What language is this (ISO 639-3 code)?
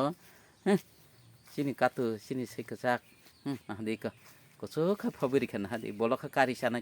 trp